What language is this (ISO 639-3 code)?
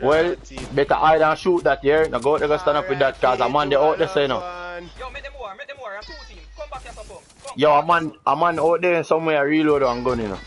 jam